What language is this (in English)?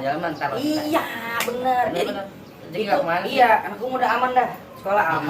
Betawi